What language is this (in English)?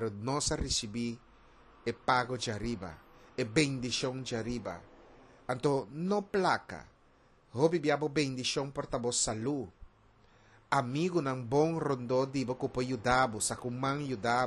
Papiamento